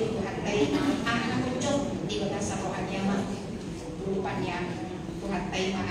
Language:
Batak Toba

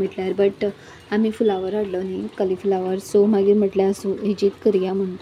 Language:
Konkani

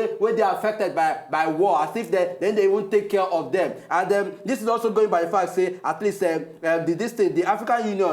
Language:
Nigerian Pidgin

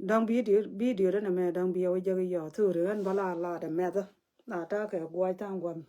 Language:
Nuer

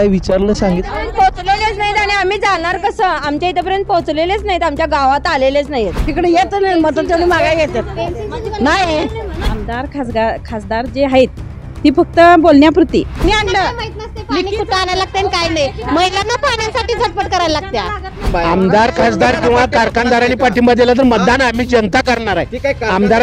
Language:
Marathi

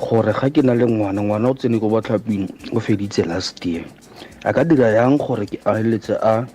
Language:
Tswana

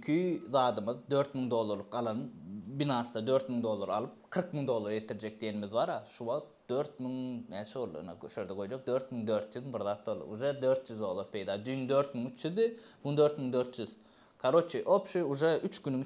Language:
Turkmen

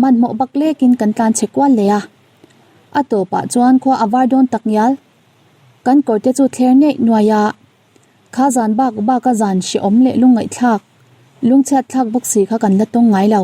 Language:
Mizo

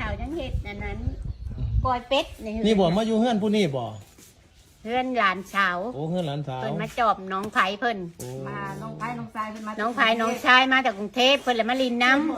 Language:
Northeastern Thai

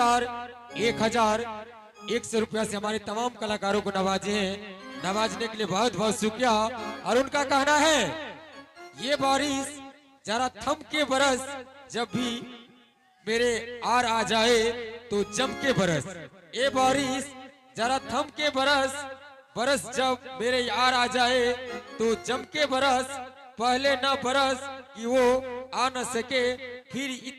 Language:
Angika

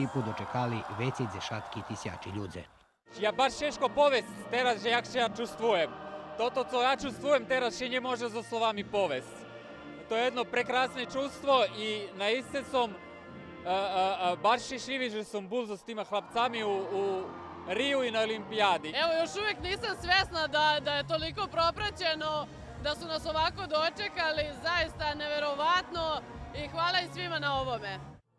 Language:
Rusyn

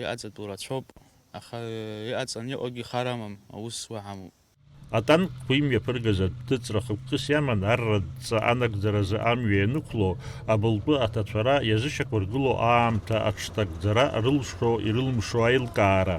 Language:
Abkhazian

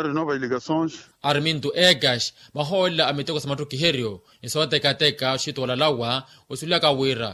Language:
Makhuwa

